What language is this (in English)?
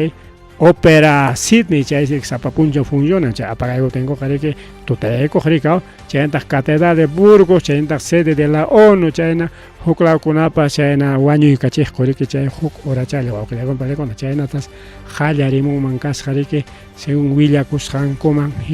Ayacucho Quechua